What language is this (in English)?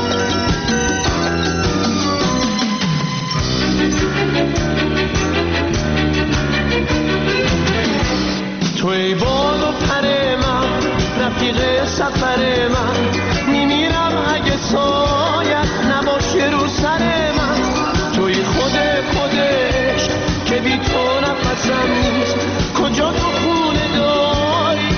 Persian